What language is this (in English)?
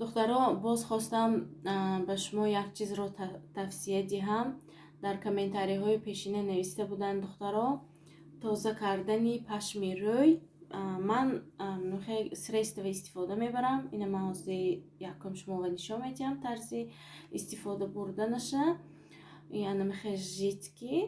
Tajik